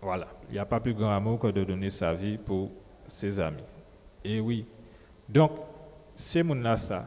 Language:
Guadeloupean Creole French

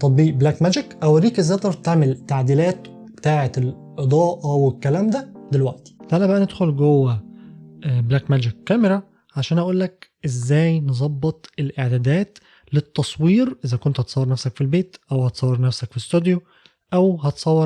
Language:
Egyptian Arabic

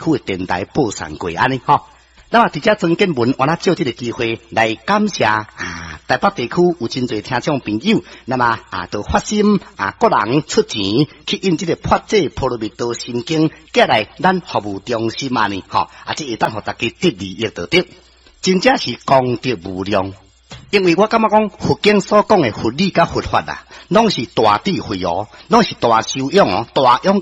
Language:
Min Nan Chinese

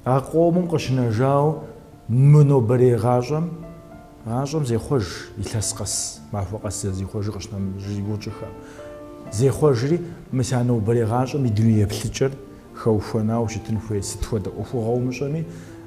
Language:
Kabardian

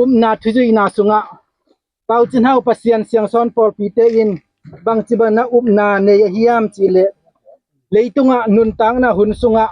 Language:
Tedim Chin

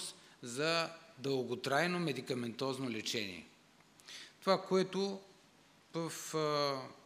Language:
Bulgarian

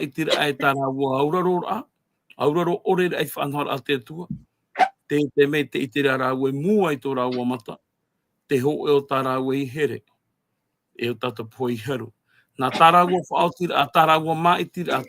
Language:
Tahitian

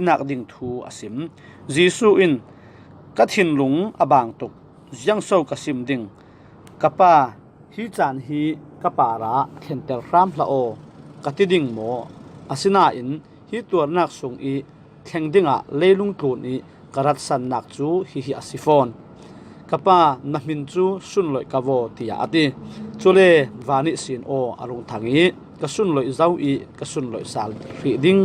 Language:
Falam Chin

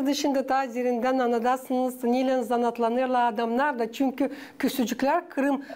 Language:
Gagauz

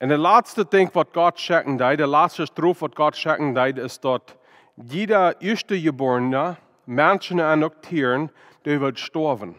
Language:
Plautdietsch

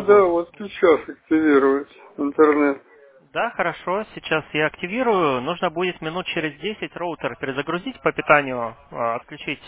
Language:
Russian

